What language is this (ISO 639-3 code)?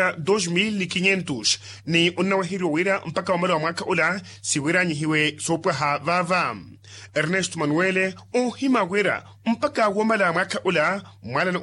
vmw